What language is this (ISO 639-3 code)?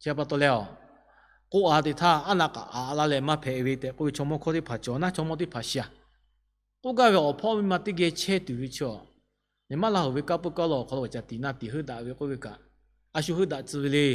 lhu